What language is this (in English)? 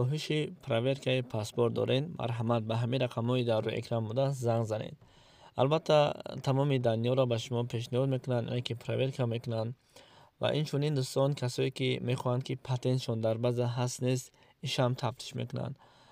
Tajik